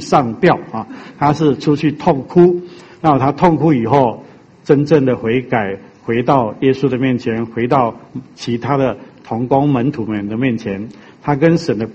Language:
Chinese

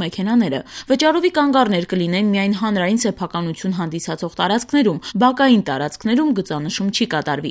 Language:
Armenian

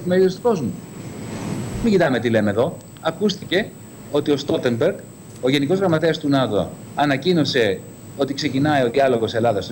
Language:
Greek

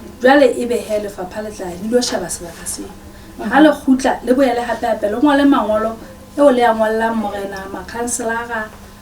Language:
Southern Sotho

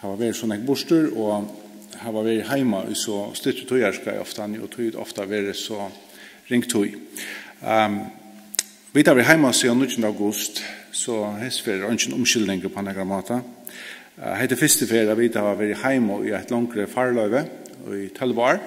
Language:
Faroese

